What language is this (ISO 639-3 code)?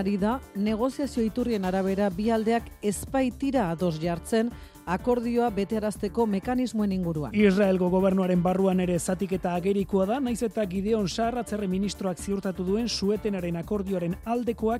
eus